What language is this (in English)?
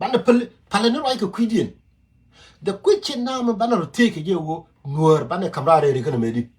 Nuer